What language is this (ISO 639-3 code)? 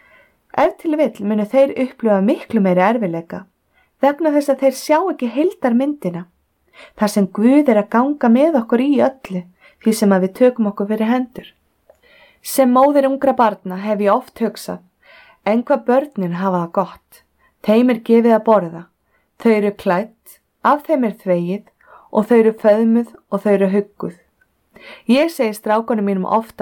isl